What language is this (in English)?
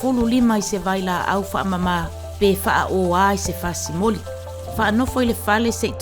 Samoan